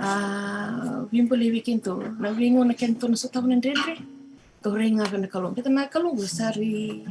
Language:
Fijian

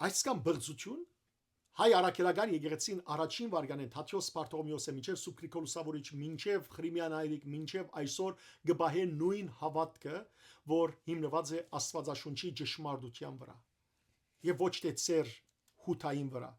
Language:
Western Armenian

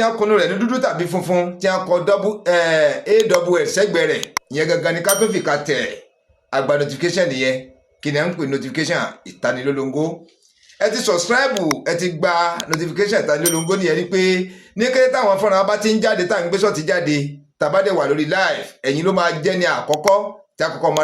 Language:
Yoruba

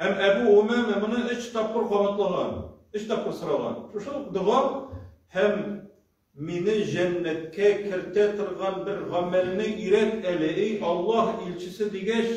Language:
Tatar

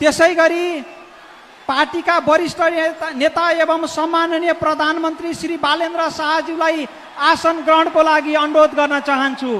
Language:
Nepali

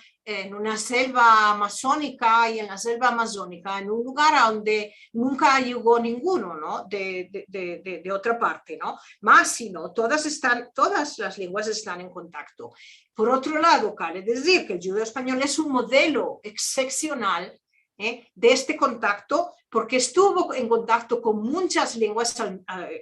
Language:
Ladino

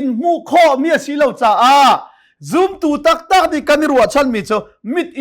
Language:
Hakha Chin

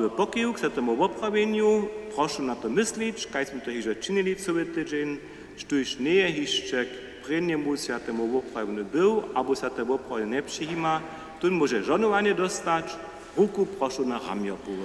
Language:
Upper Sorbian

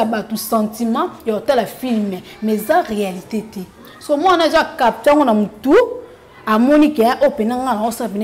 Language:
Lingala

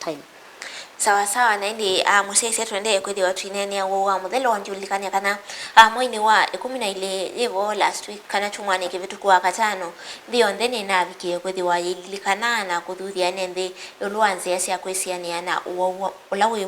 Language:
Kamba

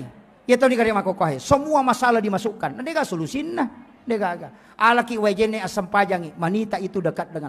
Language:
Buginese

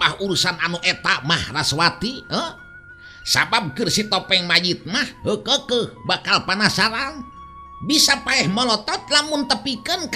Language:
Sundanese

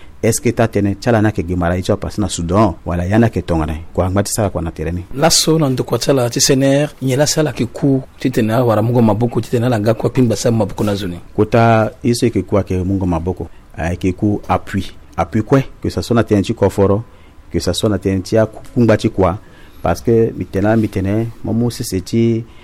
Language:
Sango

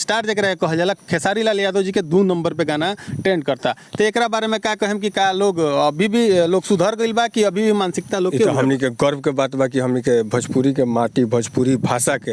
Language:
Bhojpuri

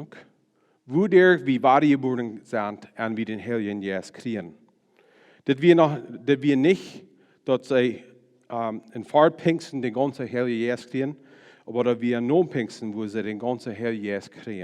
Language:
Plautdietsch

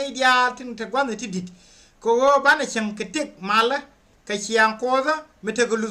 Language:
Nuer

